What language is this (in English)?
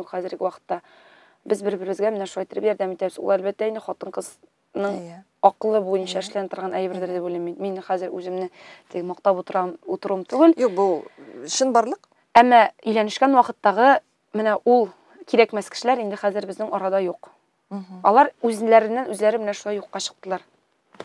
Tatar